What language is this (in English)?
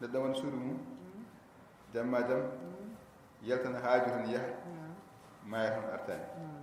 Fula